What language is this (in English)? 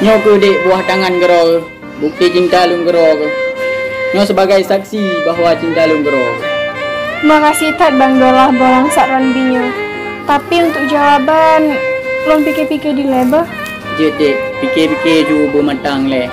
Achinese